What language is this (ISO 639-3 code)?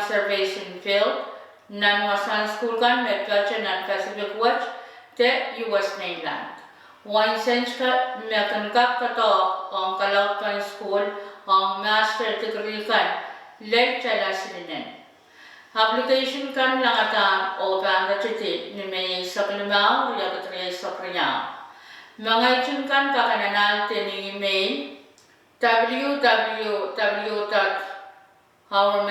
pon